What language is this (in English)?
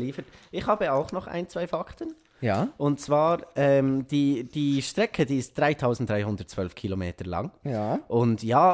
Swiss German